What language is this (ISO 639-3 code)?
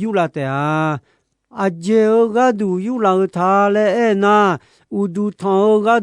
ahk